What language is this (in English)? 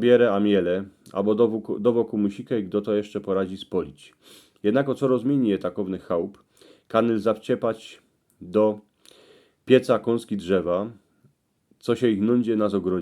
Silesian